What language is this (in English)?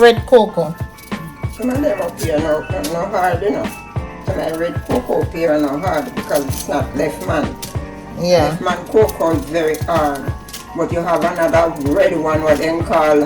Jamaican Creole English